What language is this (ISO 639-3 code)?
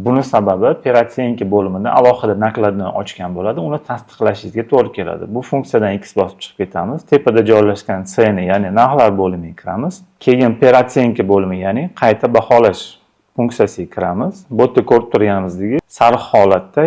uzb